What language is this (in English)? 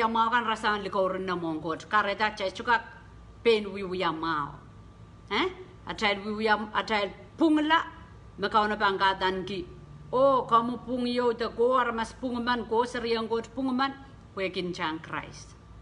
Pohnpeian